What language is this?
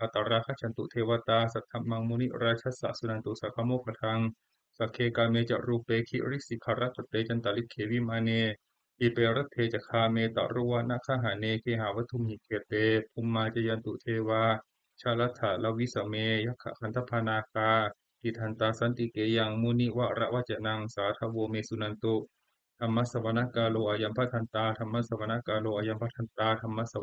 Pali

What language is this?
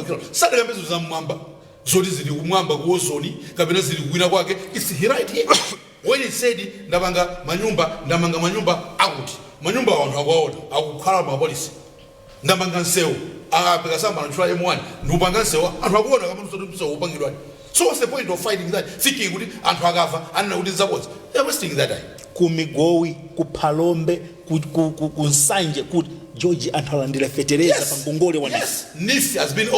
Nyanja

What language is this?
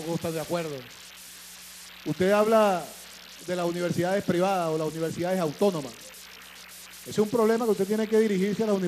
Spanish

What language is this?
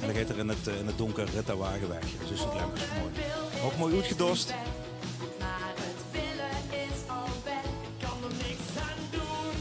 Limburgish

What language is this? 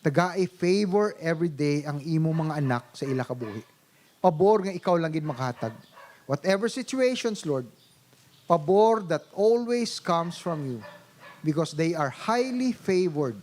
Hiligaynon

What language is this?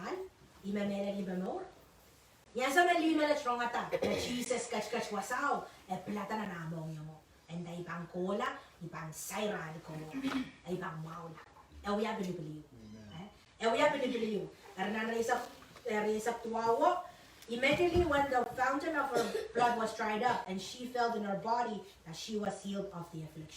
Pohnpeian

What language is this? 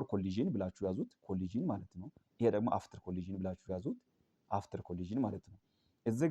Amharic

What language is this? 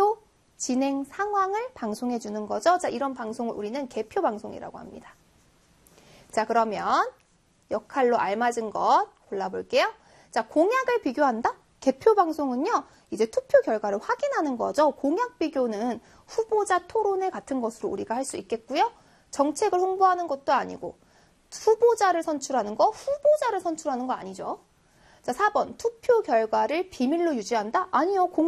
Korean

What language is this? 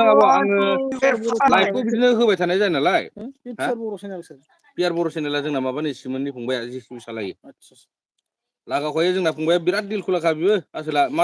Bodo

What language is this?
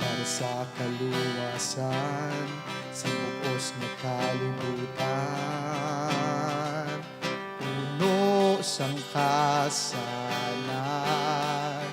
Hiligaynon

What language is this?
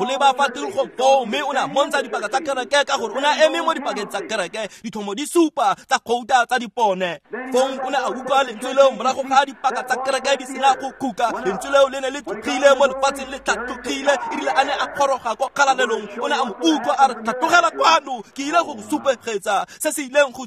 Tswana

